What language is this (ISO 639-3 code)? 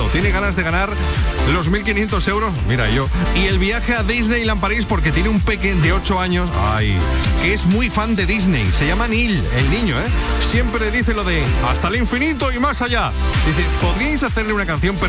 spa